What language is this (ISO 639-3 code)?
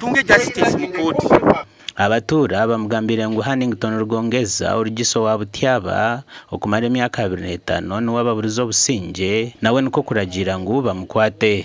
nyn